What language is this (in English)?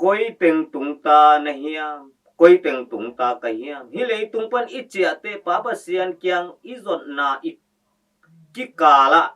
Tedim Chin